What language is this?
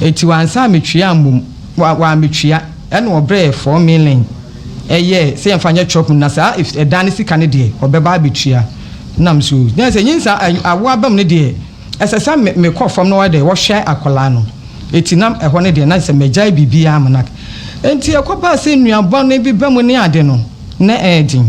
Akan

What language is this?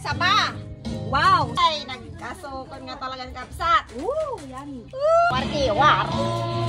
Iloko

